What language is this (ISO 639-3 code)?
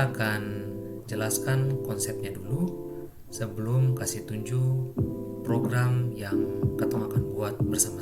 abs